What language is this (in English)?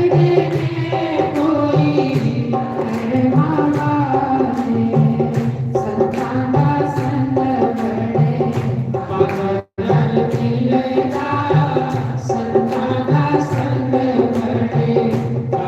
Dogri